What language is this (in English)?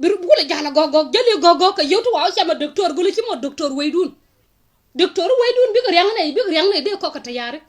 Nuer